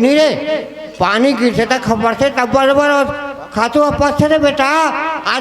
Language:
Chhattisgarhi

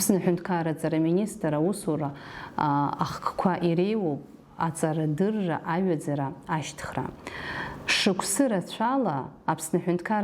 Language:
Abkhazian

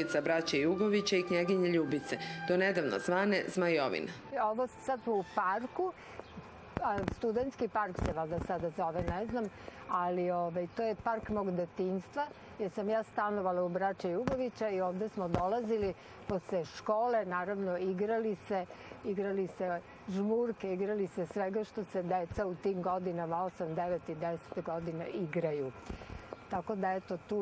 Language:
Serbian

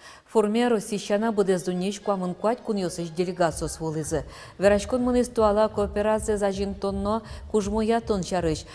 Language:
Udmurt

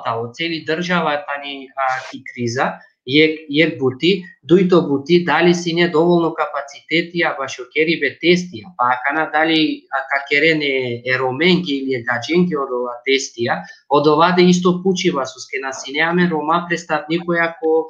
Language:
Balkan Romani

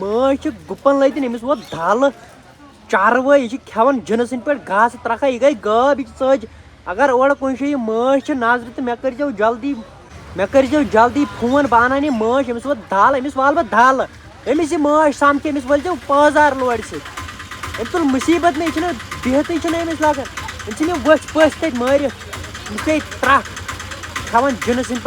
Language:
Kashmiri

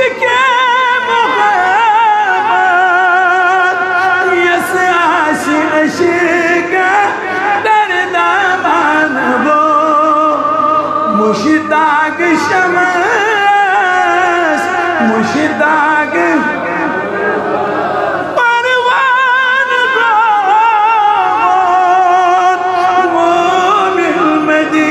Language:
Kashmiri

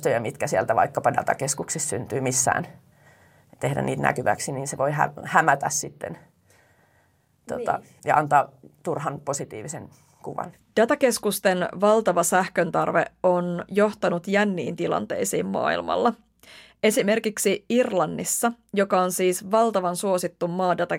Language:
Finnish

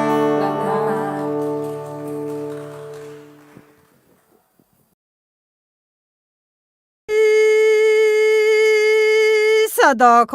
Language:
Akha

